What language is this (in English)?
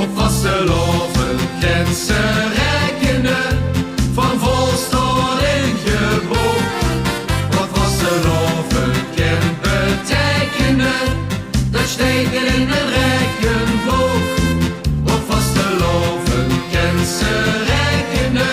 Limburgish